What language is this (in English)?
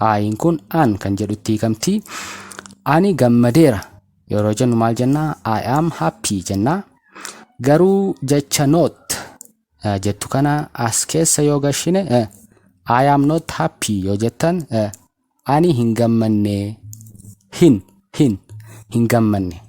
Oromo